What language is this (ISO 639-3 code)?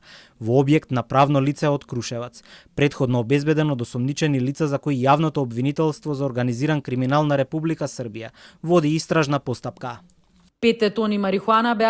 mkd